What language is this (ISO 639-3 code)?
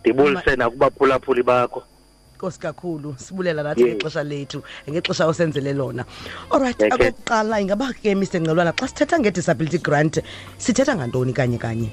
xho